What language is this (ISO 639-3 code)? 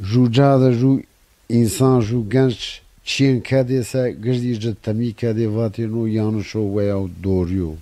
zza